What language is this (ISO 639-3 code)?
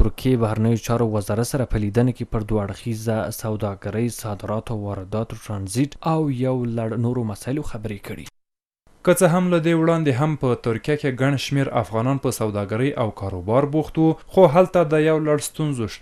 pus